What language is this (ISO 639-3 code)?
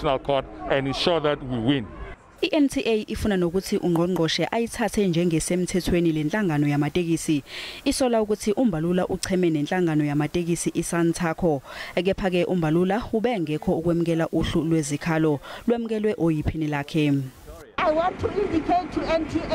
zul